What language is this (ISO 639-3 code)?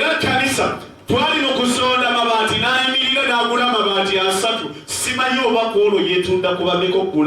lug